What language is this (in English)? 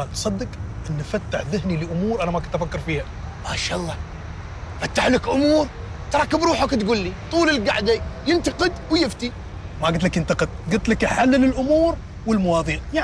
Gulf Arabic